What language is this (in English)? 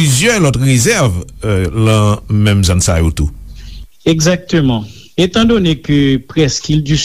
Haitian Creole